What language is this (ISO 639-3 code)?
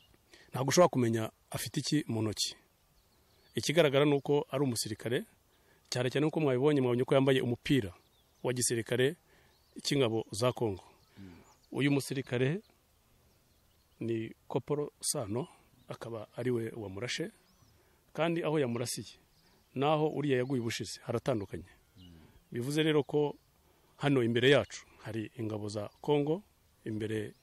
kin